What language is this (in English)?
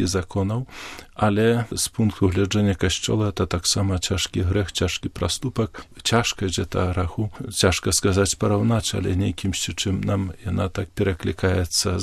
Belarusian